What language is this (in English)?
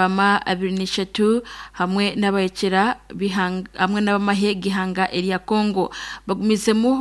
Nyankole